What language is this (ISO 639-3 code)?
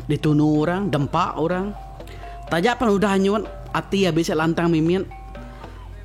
iba